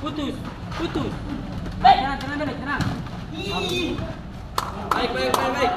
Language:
Ambonese Malay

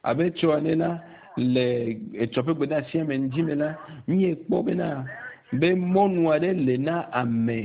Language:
Ewe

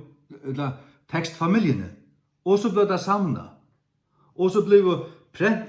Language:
Faroese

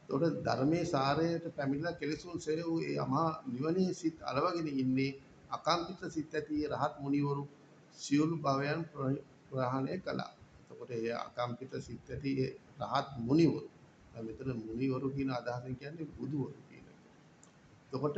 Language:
Sinhala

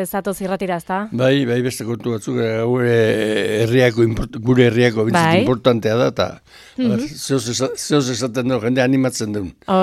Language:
Basque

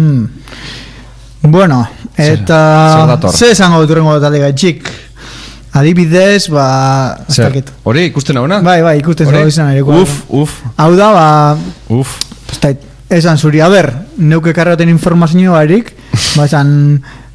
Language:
Basque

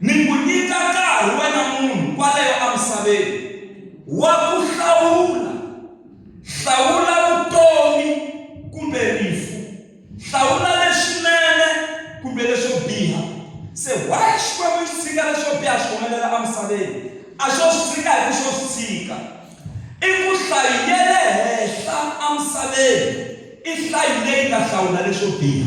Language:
Tsonga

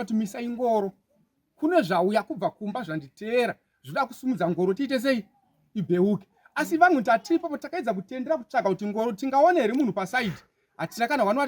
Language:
Shona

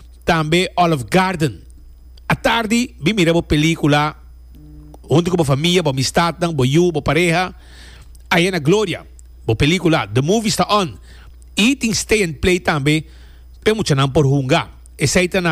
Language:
Papiamento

